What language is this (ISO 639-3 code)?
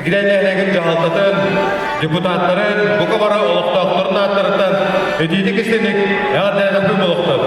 sah